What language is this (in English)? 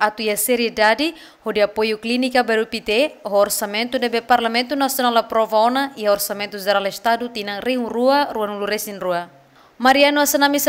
Tetum